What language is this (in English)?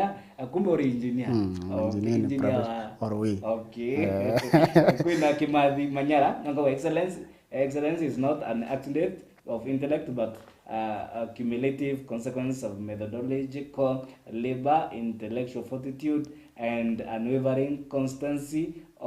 Meru